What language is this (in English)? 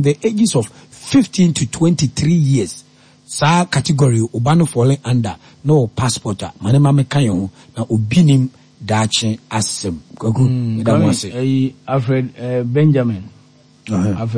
Akan